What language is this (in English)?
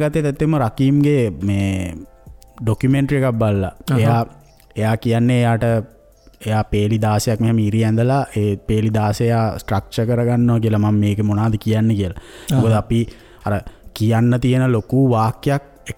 Sinhala